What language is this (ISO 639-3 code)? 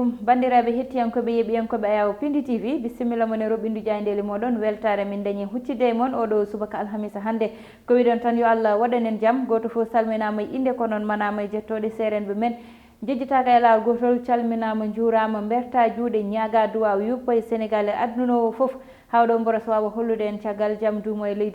ful